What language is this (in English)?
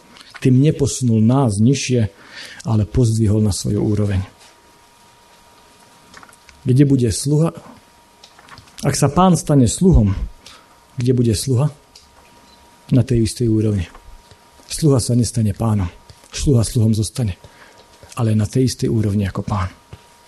Slovak